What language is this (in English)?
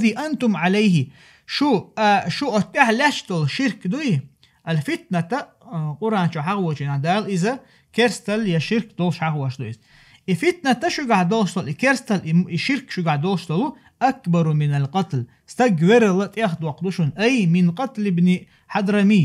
Chechen